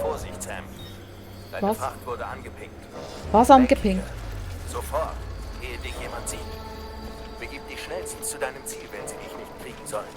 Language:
Swiss German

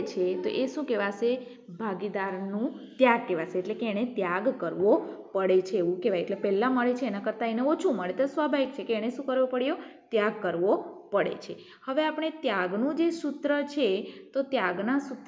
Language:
Gujarati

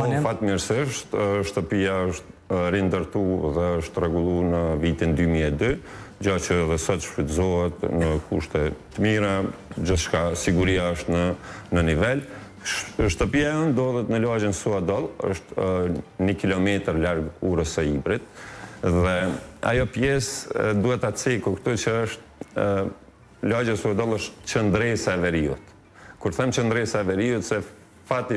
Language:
Albanian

